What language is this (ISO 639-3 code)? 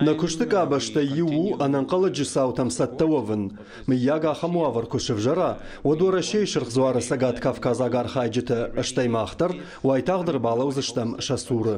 oss